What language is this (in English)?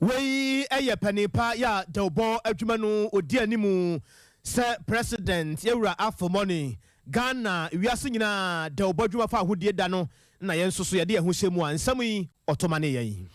Akan